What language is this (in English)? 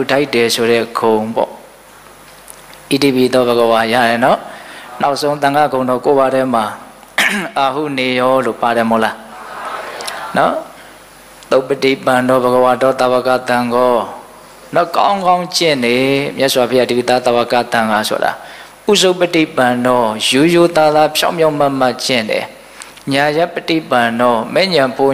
Burmese